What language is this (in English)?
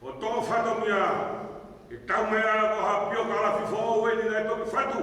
Tongan